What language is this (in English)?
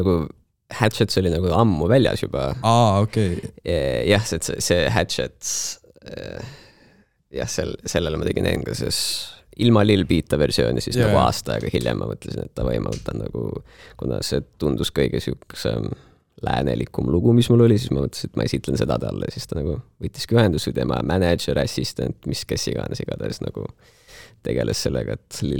Estonian